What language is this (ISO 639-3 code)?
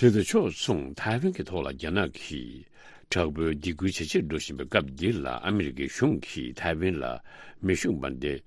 bod